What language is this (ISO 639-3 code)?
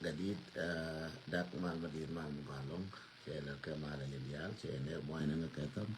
nus